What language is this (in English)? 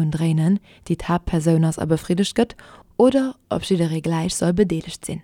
Luxembourgish